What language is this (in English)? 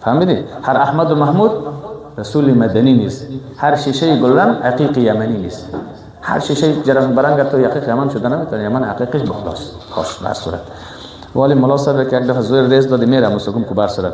Persian